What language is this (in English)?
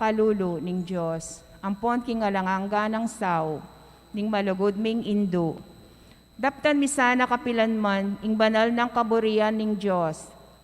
Pampanga